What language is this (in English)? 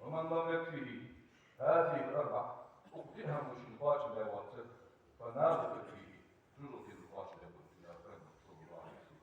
Ingush